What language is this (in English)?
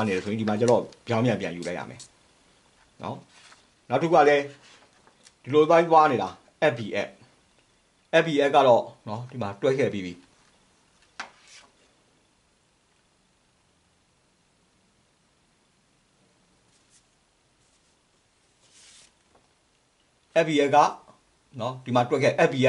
Burmese